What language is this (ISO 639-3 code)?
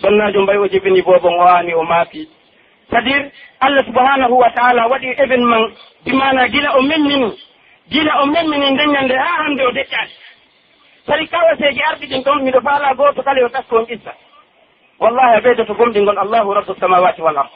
fuf